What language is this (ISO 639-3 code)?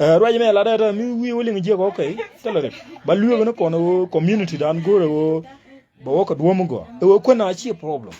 nus